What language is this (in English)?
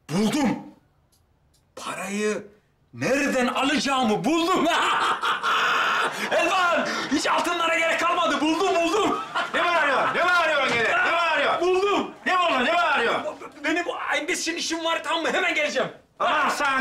Turkish